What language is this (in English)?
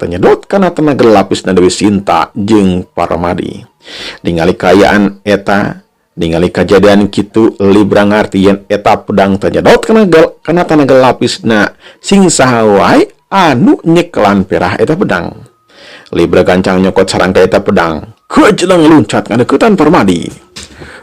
Sundanese